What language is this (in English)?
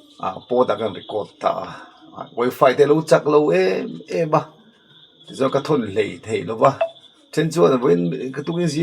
Mizo